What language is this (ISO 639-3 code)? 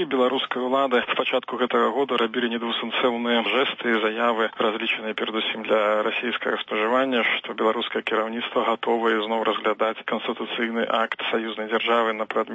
bel